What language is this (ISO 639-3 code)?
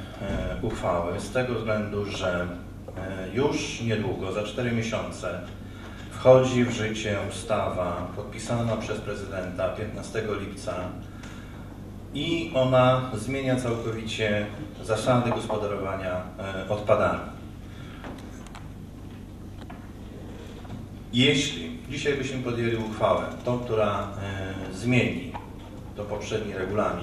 pol